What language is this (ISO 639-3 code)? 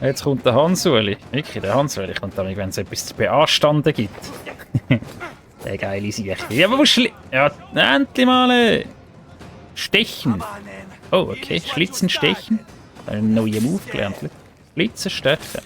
gsw